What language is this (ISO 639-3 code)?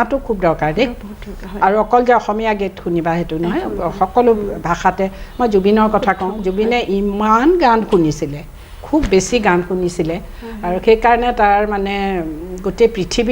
asm